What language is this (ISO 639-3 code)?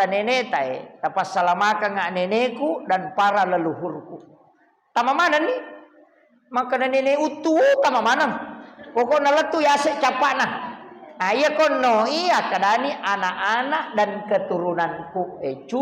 bug